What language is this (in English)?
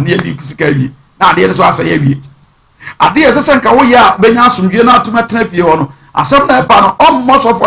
Akan